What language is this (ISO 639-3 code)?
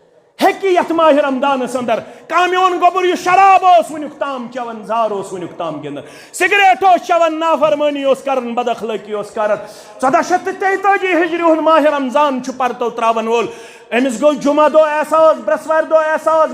kas